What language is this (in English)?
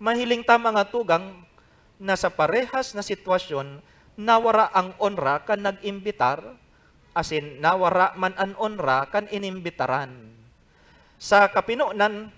Bikol